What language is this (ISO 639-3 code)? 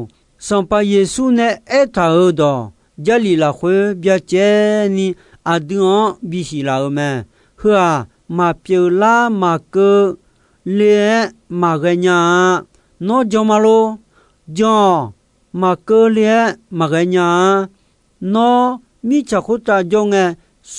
ahk